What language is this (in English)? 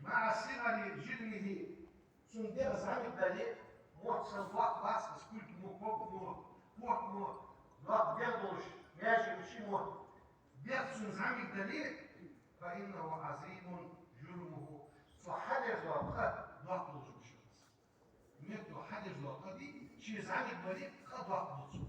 Ingush